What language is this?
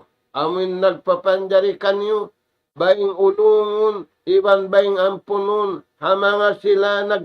Tausug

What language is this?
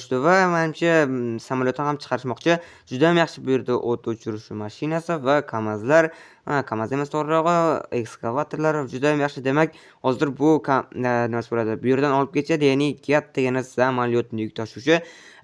Uzbek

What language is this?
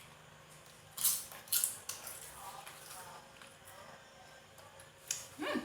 Lao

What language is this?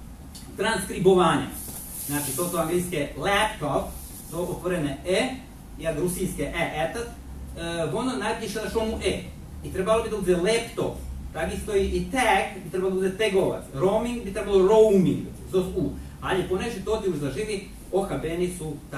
Rusyn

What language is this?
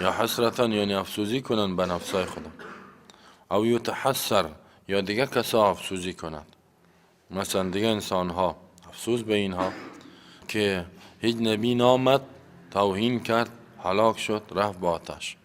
Persian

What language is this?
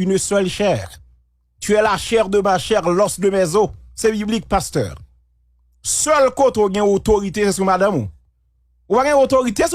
Haitian Creole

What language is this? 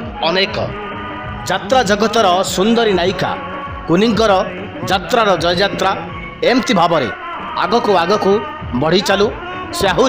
Odia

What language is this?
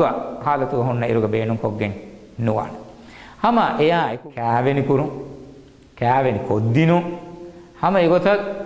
Divehi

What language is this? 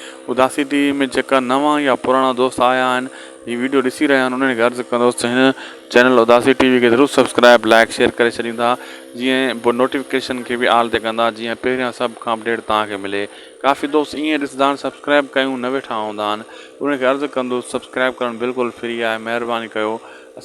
Sindhi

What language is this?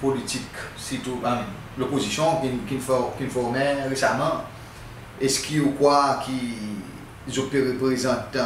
Seselwa Creole French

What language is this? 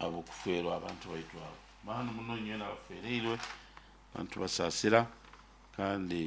Nyoro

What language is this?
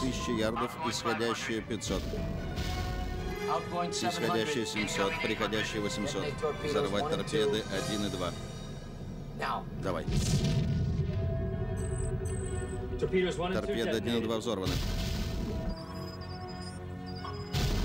Russian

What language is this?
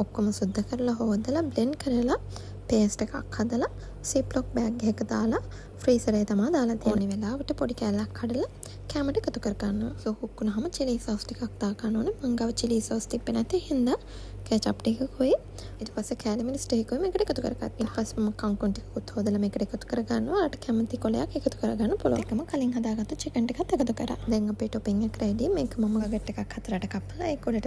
Sinhala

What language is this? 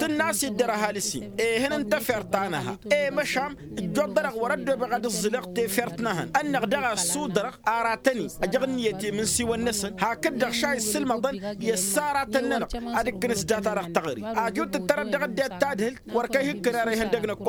Tamasheq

